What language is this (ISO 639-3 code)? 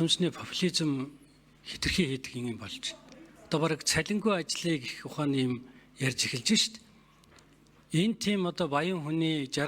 mon